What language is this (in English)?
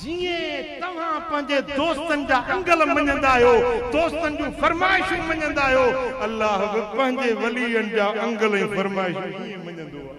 Sindhi